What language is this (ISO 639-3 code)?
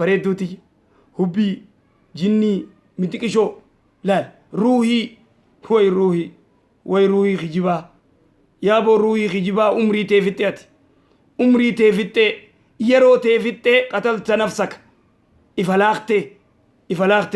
orm